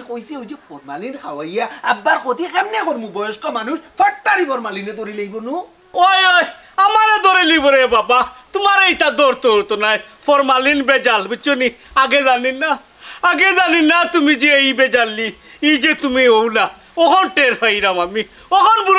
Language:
Sylheti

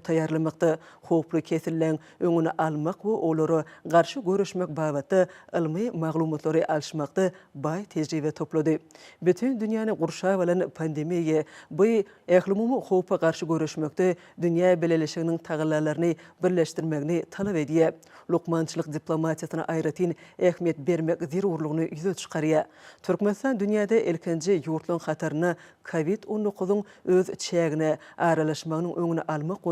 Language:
Turkmen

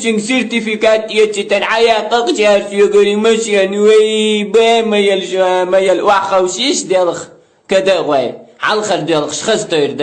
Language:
Chechen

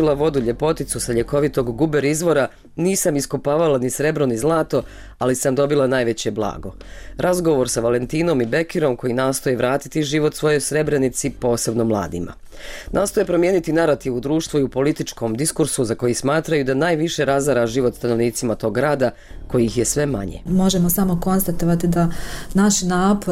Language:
Bosnian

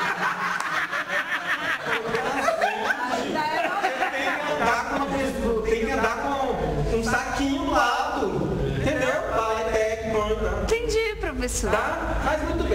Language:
Portuguese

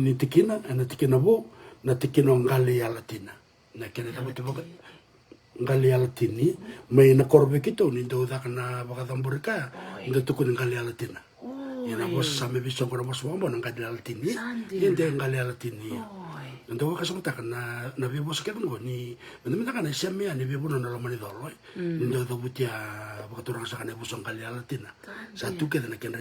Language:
Fijian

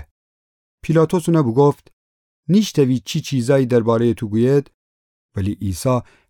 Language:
Gilaki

